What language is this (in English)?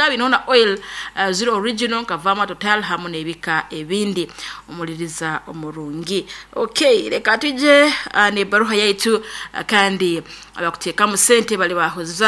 Nyankole